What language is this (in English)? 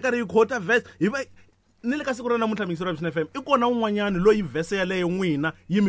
Tsonga